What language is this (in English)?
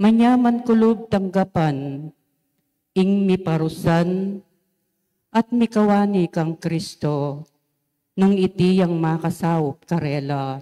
Pampanga